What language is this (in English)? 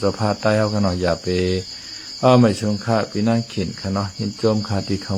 Shan